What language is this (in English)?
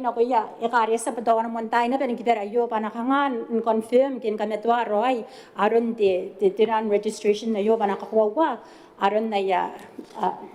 Gilbertese